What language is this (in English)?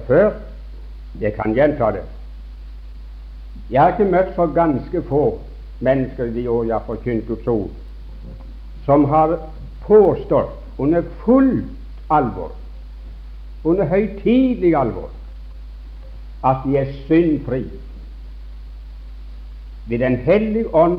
Norwegian